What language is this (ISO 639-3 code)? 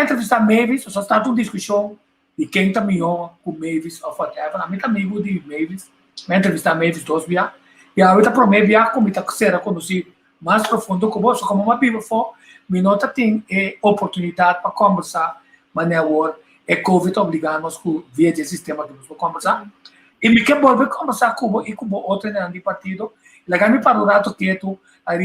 pap